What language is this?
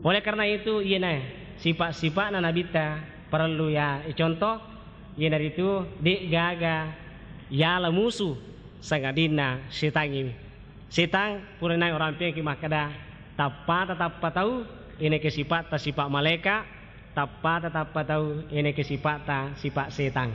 Buginese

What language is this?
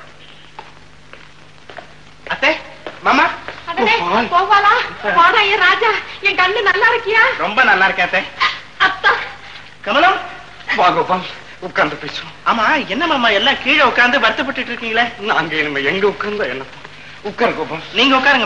Tamil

